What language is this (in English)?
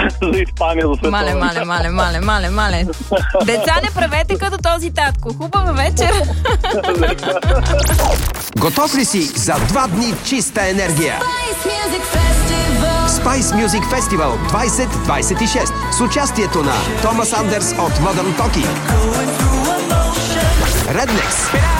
Bulgarian